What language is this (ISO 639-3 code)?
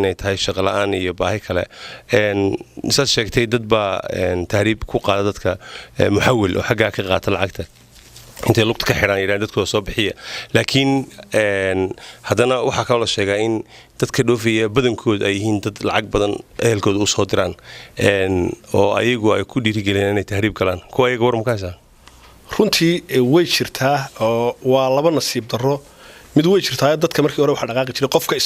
som